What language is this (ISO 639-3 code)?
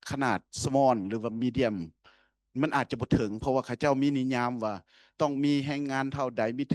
lao